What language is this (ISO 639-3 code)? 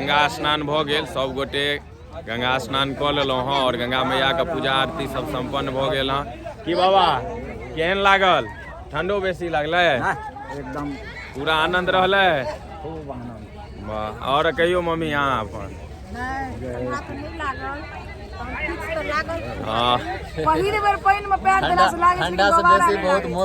mai